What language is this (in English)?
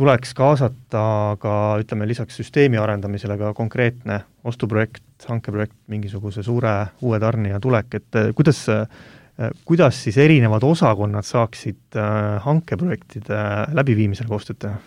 Estonian